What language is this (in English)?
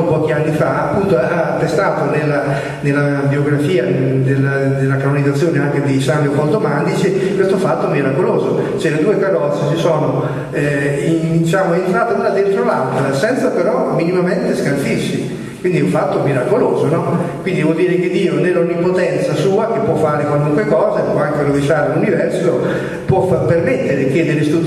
Italian